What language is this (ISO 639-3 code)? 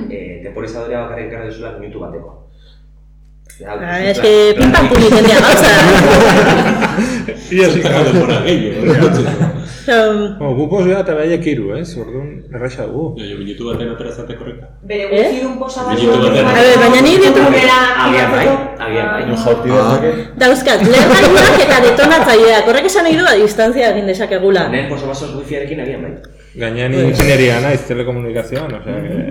eus